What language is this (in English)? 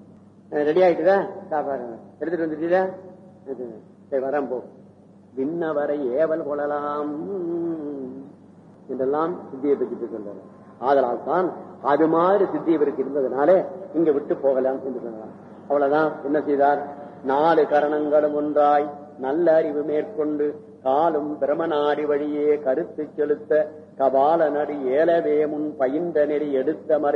Tamil